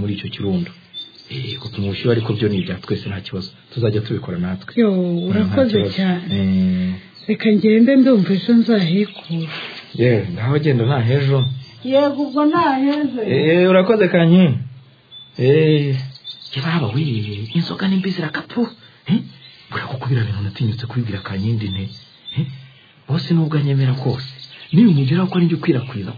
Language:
Kinyarwanda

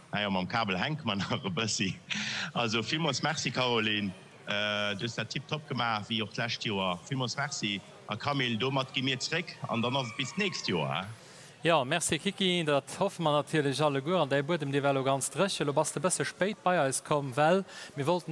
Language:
Luxembourgish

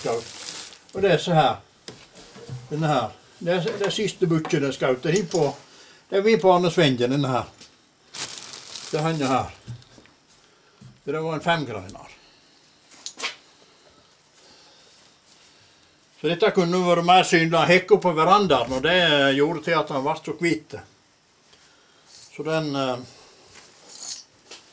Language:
Norwegian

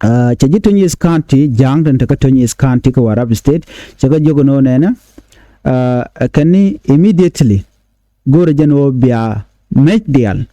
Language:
Nuer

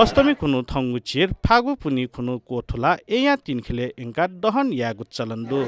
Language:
Newari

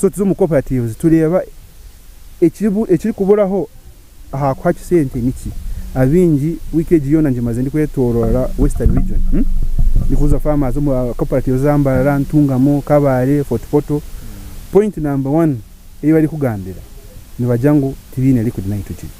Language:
Nyankole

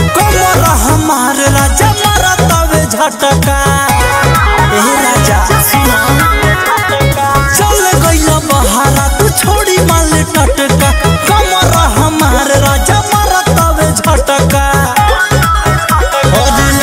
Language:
Bhojpuri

